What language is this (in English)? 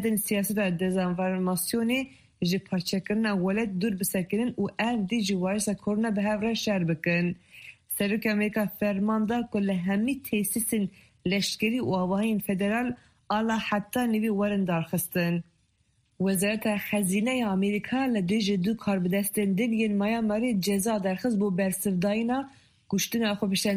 Kurdish